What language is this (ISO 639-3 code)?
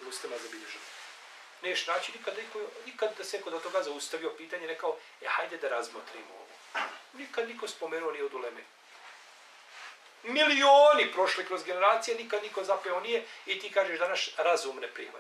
bos